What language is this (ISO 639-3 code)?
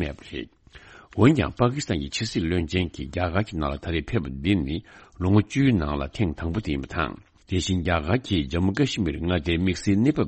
bod